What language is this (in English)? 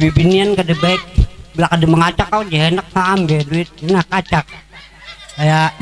Banjar